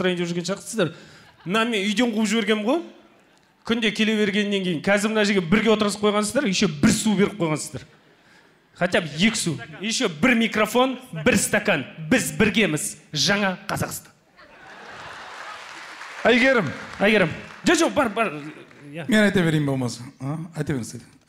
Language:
Kazakh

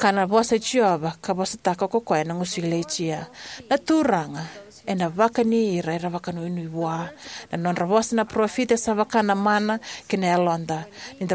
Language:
Fijian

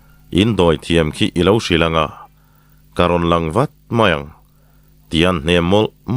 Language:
Mizo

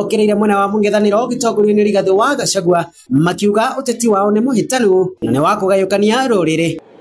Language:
Kikuyu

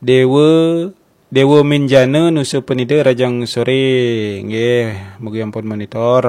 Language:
Balinese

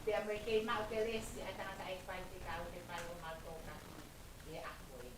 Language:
Tongan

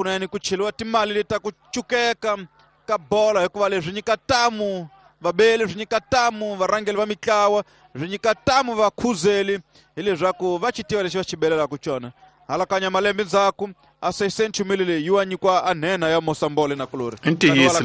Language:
Tsonga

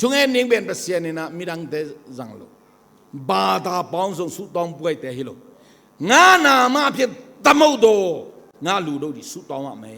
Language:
Tedim Chin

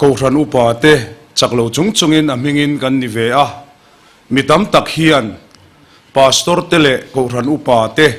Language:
Mizo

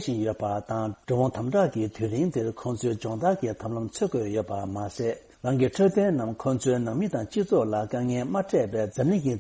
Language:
Tibetan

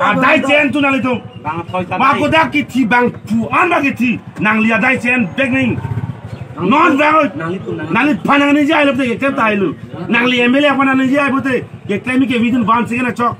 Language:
Karbi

